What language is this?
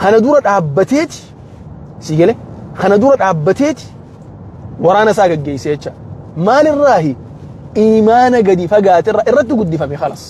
Oromo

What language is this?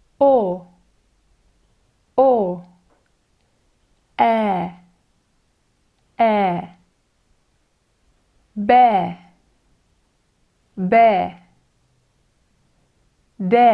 Hebrew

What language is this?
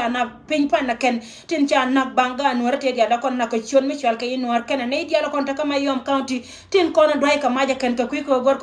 Nuer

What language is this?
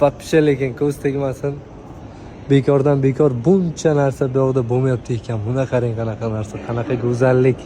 Uzbek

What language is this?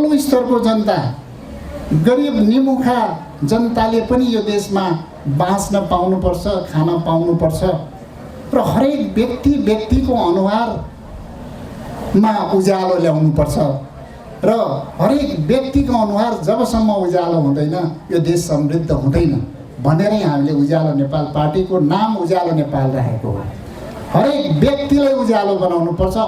Nepali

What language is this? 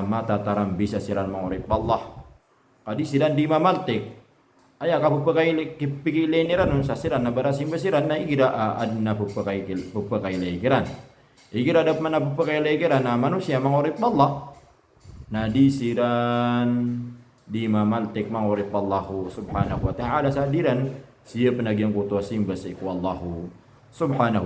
Maranao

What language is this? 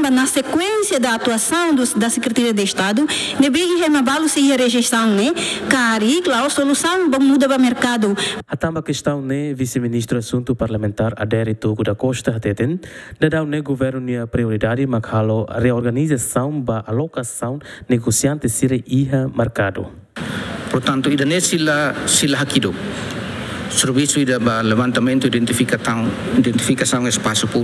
Tetum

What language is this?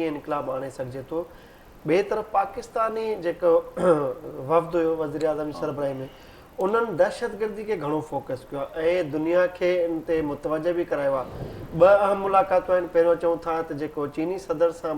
Sindhi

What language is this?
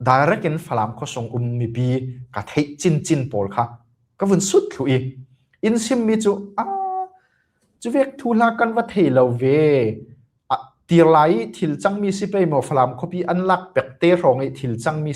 Falam Chin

